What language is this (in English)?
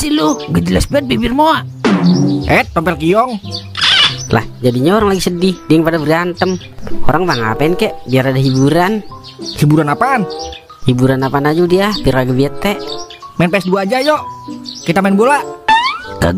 Betawi